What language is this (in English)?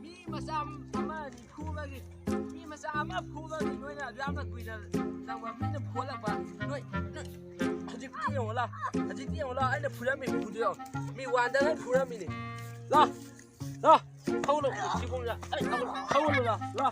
Manipuri